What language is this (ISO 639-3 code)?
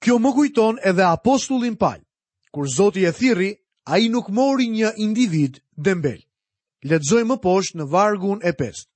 sqi